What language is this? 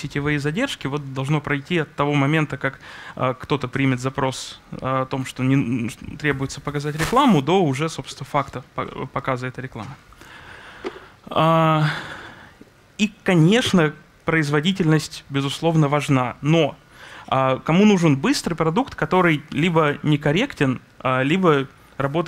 Russian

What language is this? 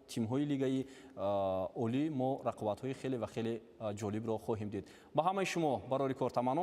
Tajik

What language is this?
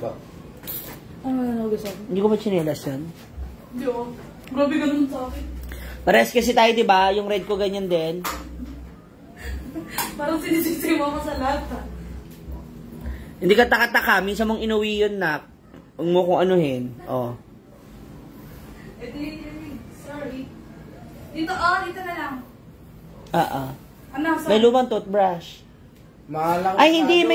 Filipino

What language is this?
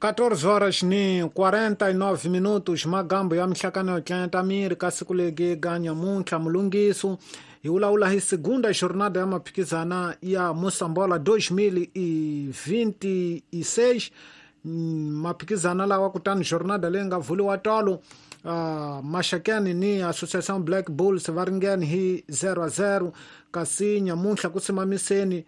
Tsonga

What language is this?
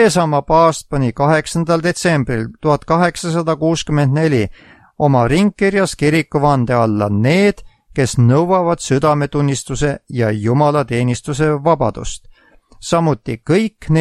Estonian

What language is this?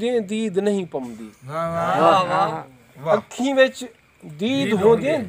Saraiki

